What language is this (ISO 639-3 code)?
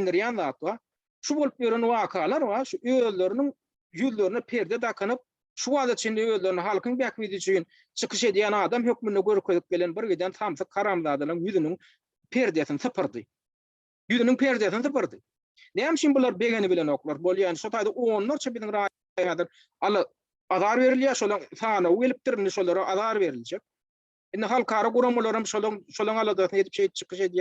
tuk